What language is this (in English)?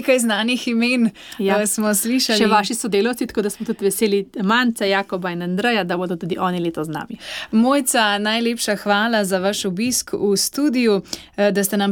Slovenian